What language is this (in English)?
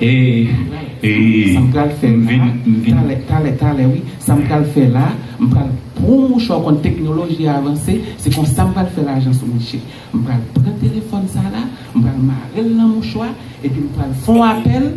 Haitian Creole